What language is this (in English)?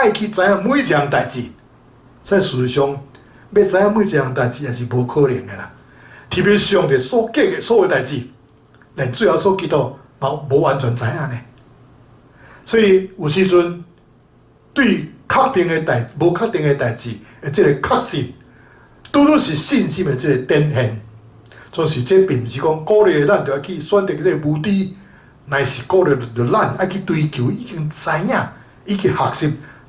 Min Nan Chinese